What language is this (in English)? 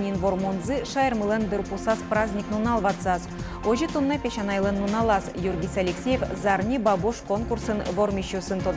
Udmurt